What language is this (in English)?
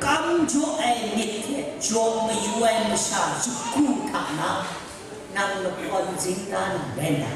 Kachin